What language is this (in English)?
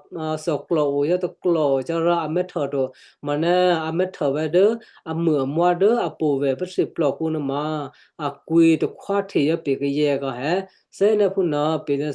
Western Kayah